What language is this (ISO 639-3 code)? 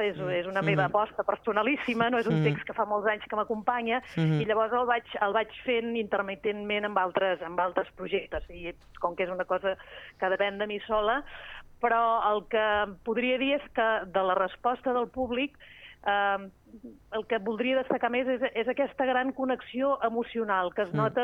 cat